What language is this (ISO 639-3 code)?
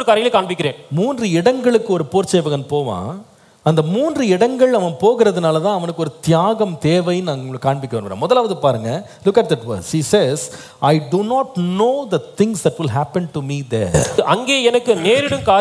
tam